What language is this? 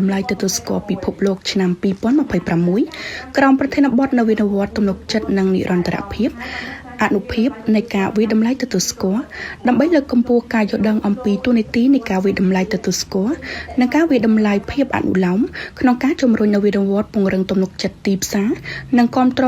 Khmer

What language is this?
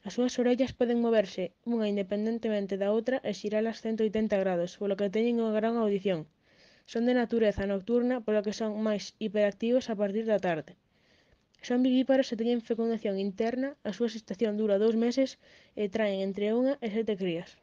Galician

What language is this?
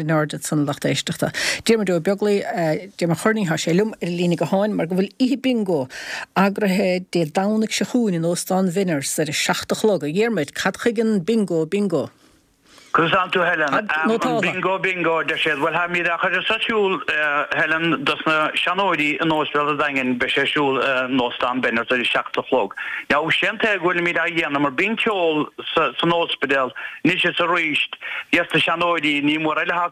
Irish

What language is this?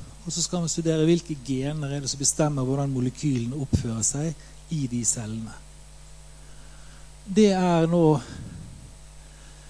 Norwegian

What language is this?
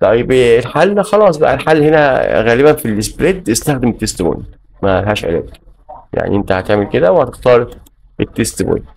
Egyptian Arabic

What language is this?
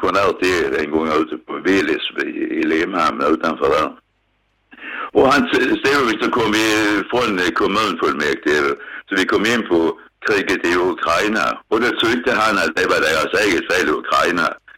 Swedish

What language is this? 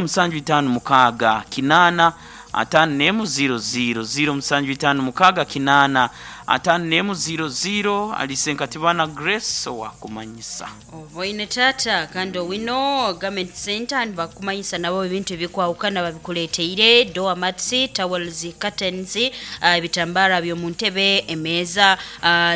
Nyoro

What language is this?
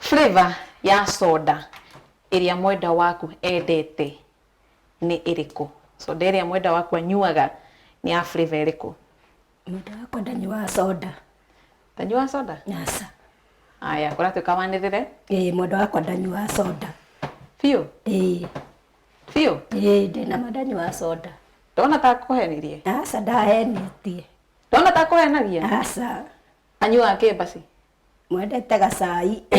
Kikuyu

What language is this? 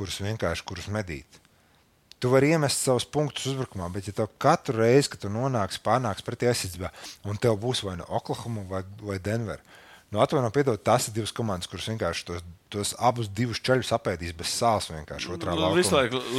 Latvian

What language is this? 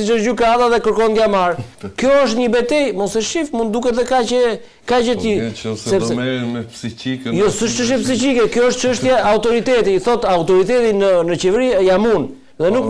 Albanian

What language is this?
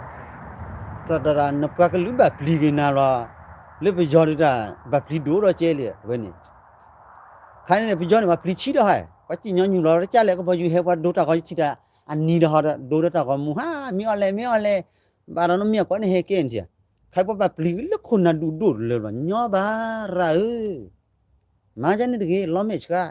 S'gaw Karen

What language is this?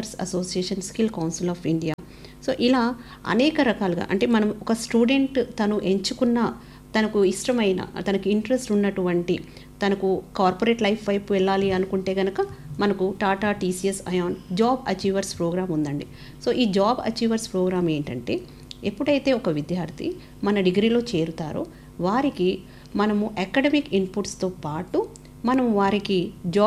Telugu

